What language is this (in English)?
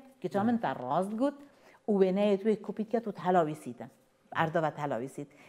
Kurdish